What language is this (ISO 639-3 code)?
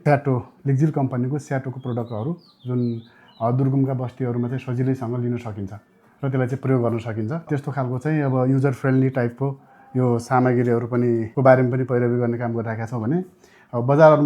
nep